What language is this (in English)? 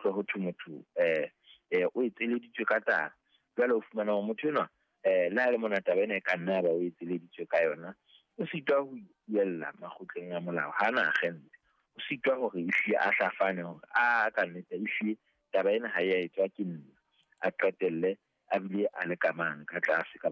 Southern Sotho